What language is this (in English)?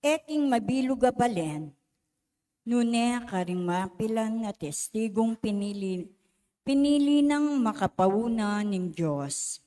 Pampanga